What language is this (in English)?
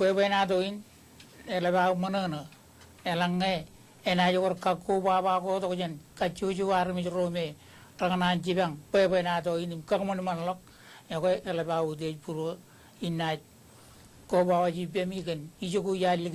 Marshallese